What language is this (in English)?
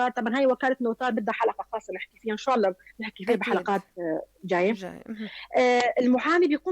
North Levantine Arabic